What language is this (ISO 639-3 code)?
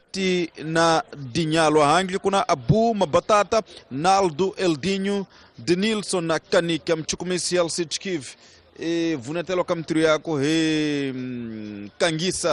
tso